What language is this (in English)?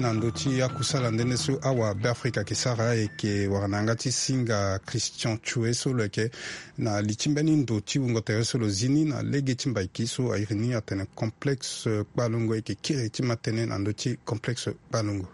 Sango